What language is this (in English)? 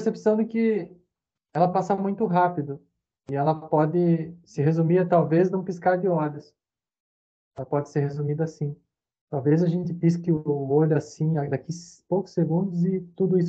Portuguese